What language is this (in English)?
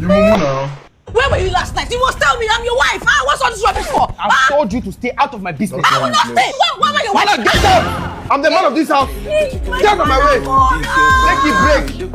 Nigerian Pidgin